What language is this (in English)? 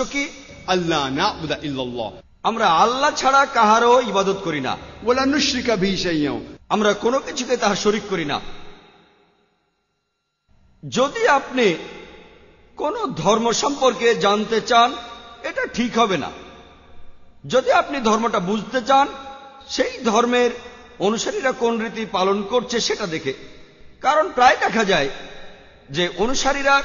Bangla